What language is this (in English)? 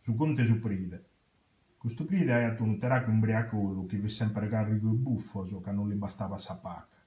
Sardinian